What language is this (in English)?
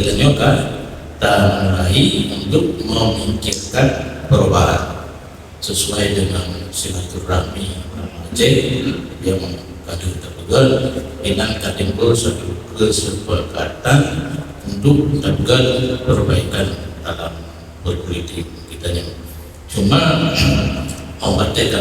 Achinese